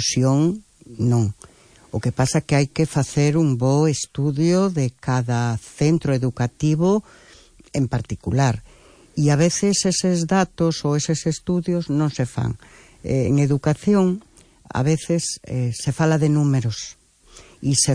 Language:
Galician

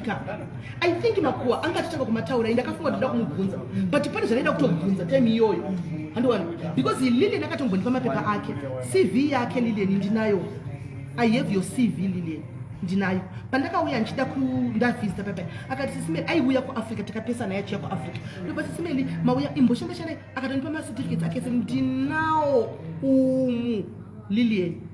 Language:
Shona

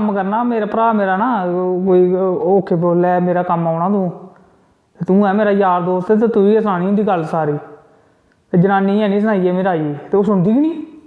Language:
Dogri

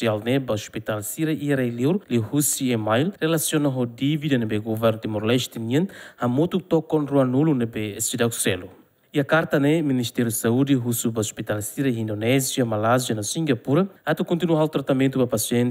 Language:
Tetum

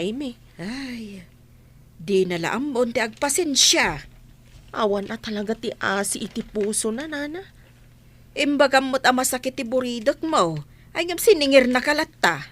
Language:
Iloko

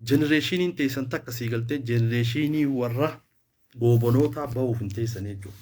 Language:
Oromo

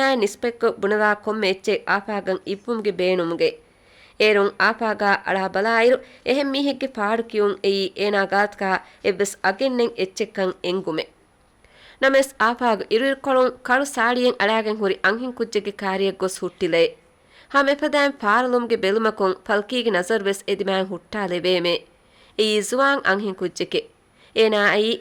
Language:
Divehi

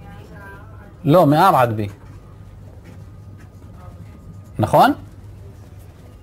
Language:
Hebrew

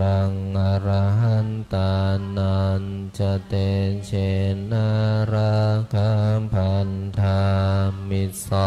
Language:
Pali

